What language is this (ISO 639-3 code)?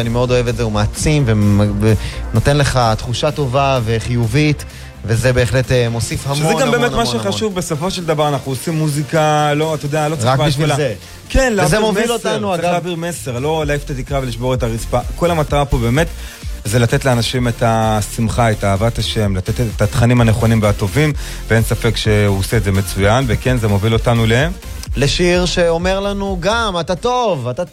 heb